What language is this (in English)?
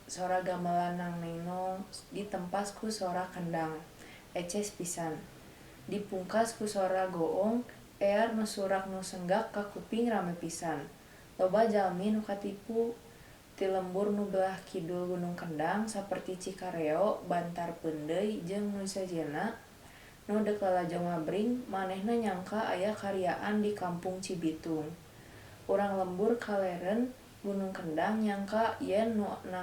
Sundanese